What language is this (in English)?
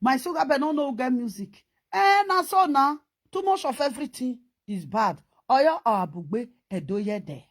Nigerian Pidgin